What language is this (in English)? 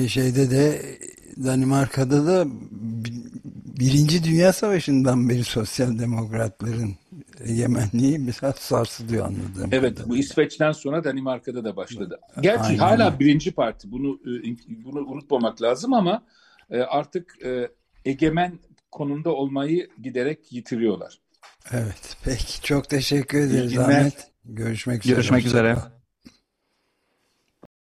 Turkish